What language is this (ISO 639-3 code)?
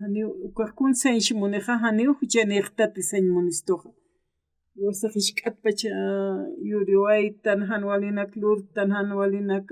aym